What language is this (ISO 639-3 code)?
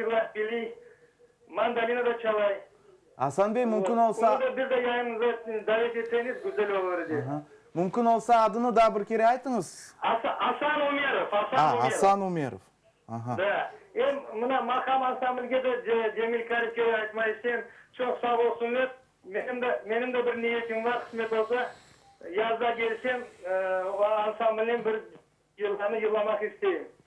crh